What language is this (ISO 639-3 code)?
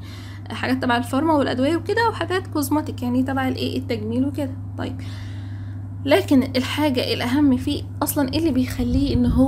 arz